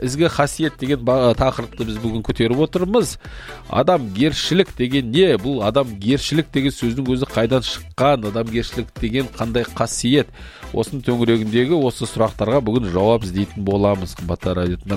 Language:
Kazakh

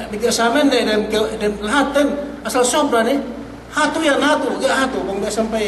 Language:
Yakan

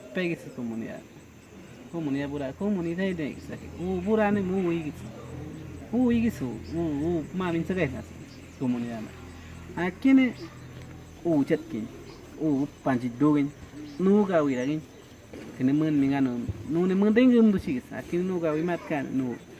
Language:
Awa-Cuaiquer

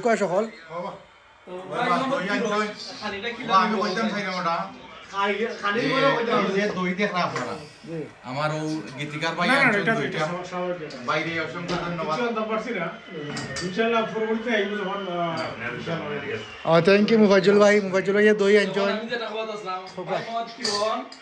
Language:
Sylheti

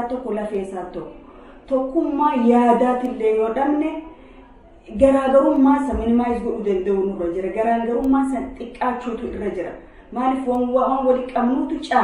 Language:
Oromo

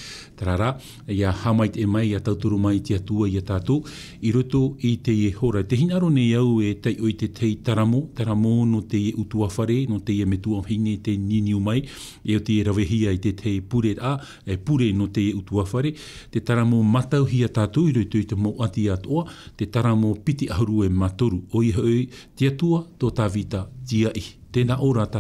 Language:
Tahitian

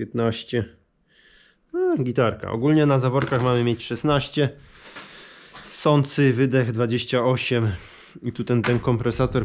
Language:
Polish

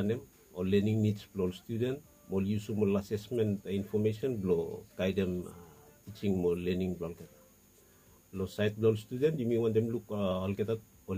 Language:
Bislama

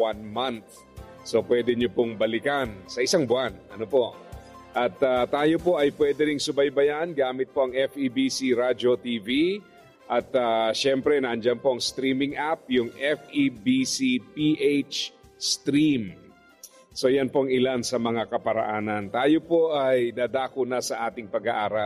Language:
Filipino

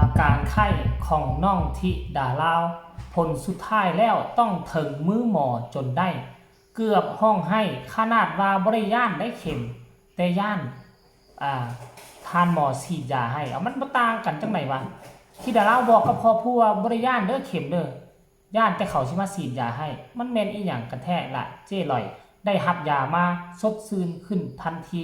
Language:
Northeastern Thai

